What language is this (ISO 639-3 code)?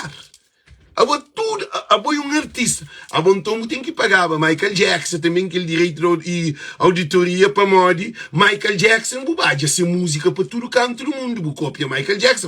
kea